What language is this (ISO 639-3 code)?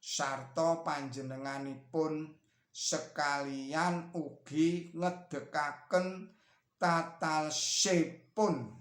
jav